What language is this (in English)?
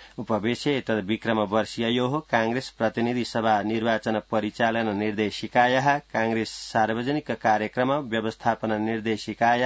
Sanskrit